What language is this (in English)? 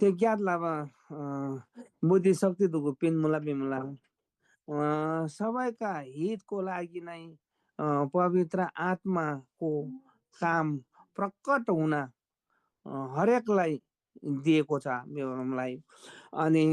Eastern Tamang